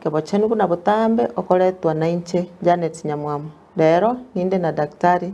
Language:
Gusii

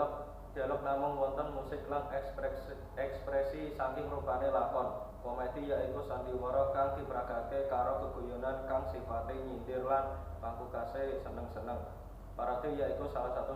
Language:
Javanese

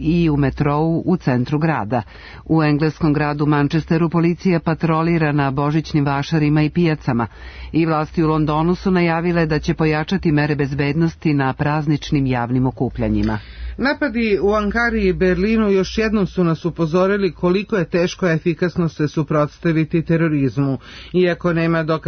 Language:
Serbian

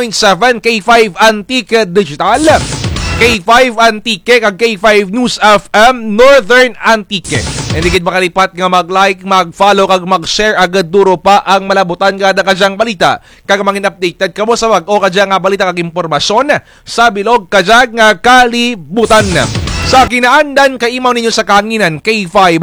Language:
Kinaray-a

